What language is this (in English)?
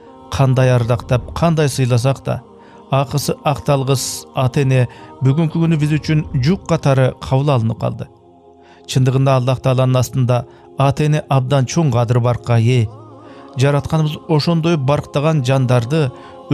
Kyrgyz